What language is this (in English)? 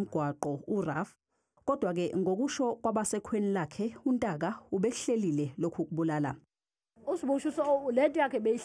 Zulu